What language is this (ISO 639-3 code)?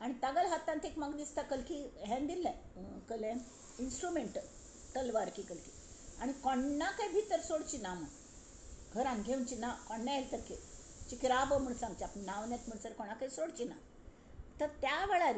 kok